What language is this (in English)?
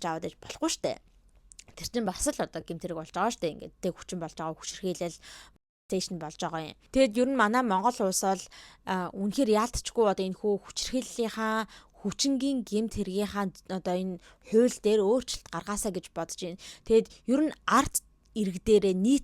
Mongolian